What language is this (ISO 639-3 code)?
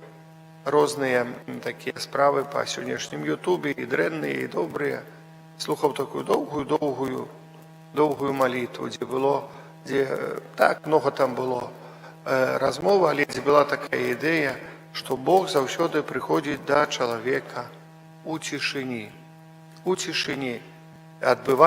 bel